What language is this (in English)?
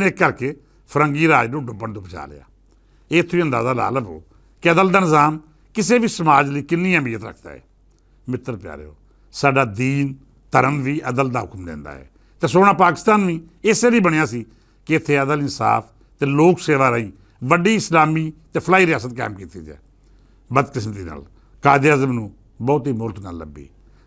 Western Panjabi